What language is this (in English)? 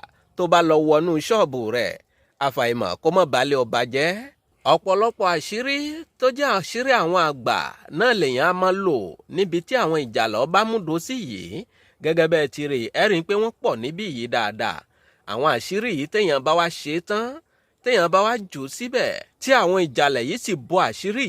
Yoruba